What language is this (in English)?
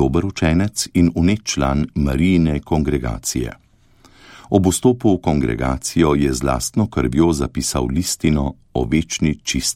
Slovenian